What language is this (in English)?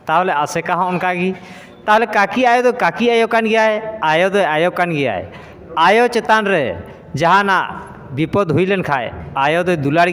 Santali